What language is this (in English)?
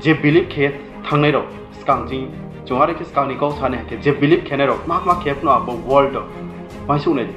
Riang (India)